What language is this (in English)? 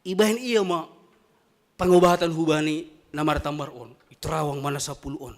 Batak Simalungun